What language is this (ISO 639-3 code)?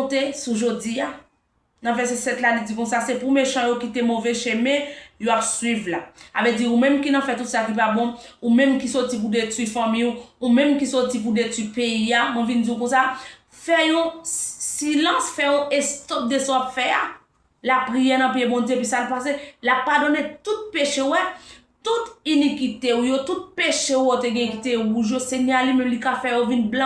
hat